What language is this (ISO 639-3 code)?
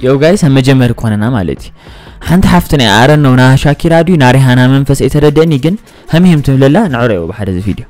tir